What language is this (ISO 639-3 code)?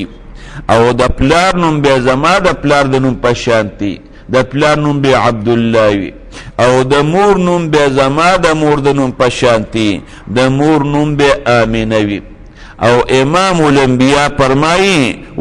pus